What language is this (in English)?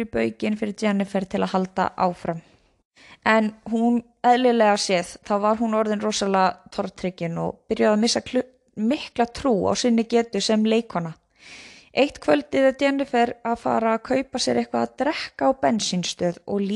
Icelandic